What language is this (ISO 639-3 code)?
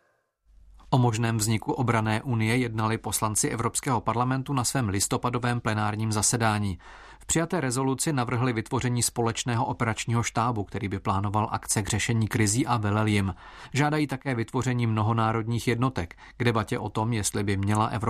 ces